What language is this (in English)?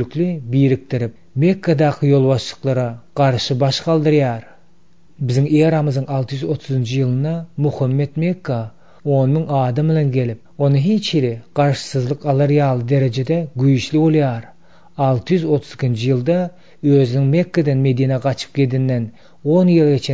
Turkmen